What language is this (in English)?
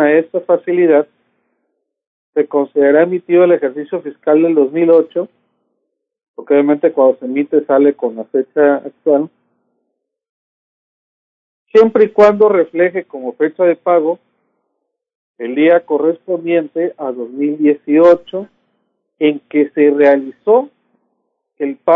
Spanish